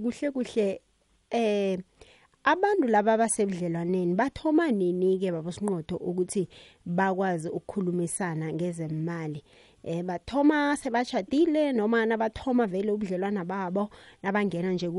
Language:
South Ndebele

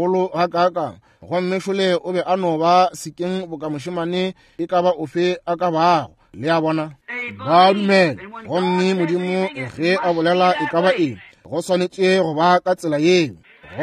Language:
Northern Sotho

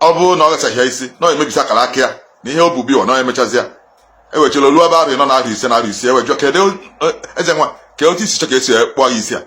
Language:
Igbo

